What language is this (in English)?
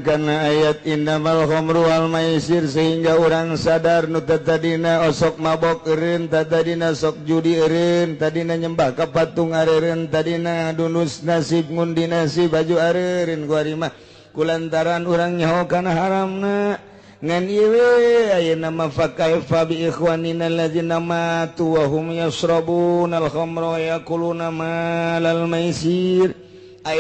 Sundanese